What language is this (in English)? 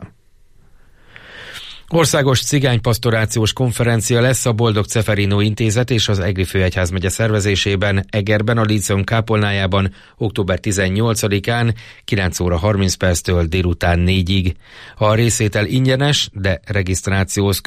Hungarian